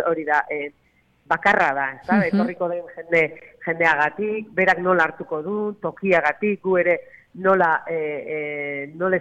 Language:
Basque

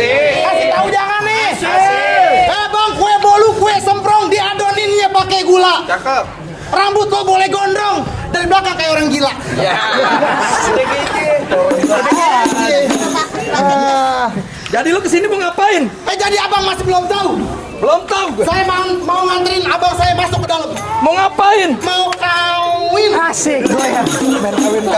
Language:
Betawi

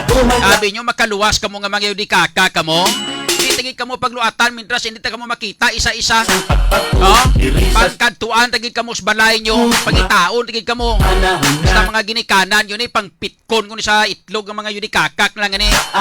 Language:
Hiligaynon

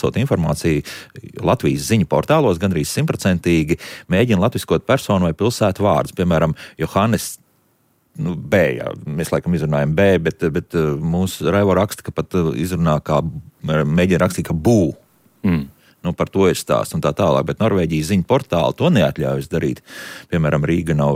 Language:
Latvian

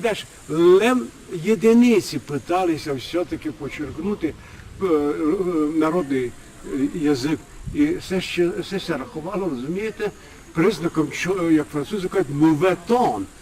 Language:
Rusyn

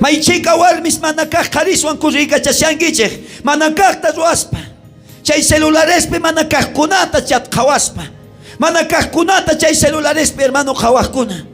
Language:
South Bolivian Quechua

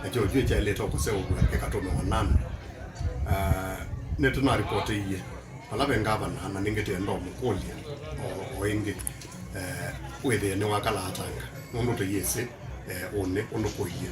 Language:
Kamba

